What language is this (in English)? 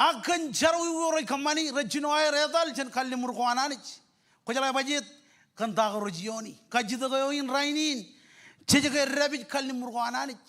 Marshallese